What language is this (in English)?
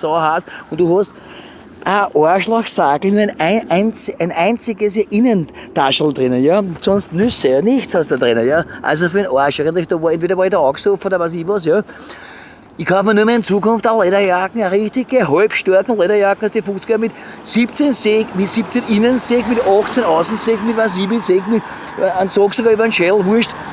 Bavarian